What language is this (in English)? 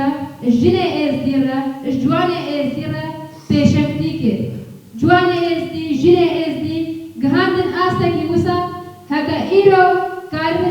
Kurdish